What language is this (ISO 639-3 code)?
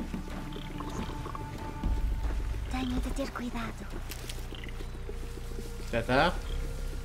por